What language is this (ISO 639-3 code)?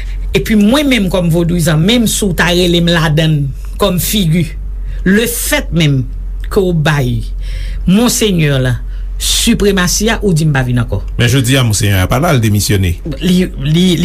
hat